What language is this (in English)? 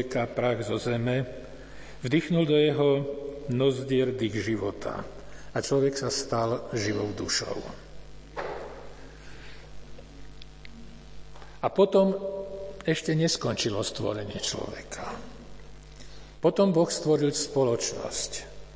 Slovak